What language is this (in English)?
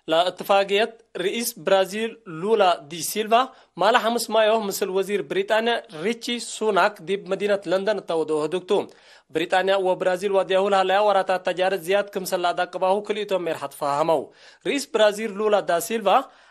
Tigre